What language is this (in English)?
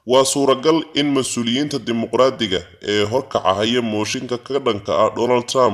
Somali